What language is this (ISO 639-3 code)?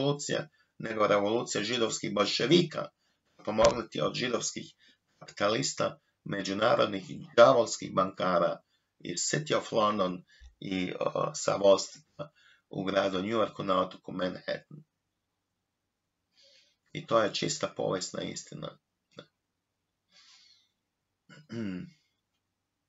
hrv